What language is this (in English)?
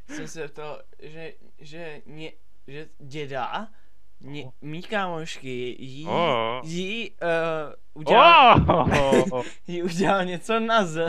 Czech